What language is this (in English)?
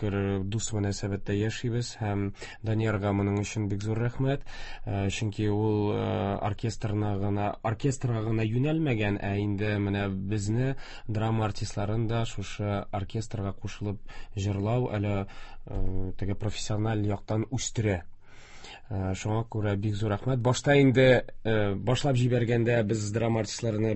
Tatar